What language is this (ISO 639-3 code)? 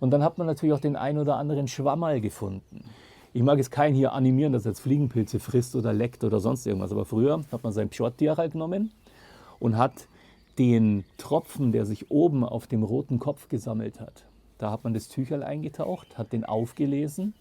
bar